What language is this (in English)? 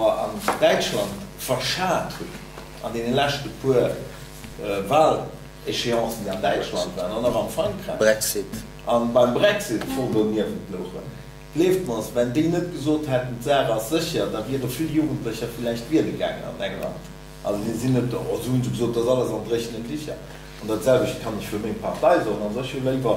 Luxembourgish